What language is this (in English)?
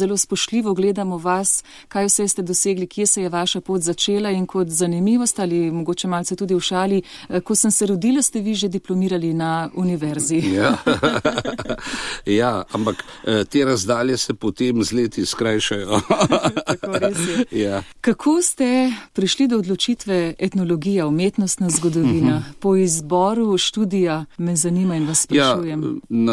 Slovenian